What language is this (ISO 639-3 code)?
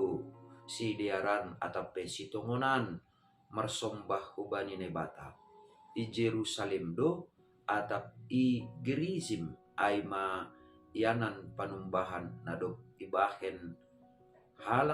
bts